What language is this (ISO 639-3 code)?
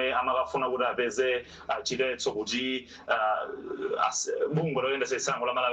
nya